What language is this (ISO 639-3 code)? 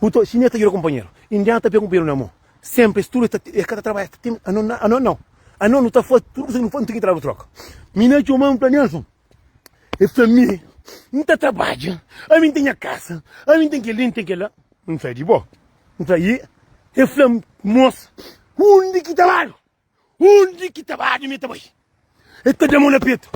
kea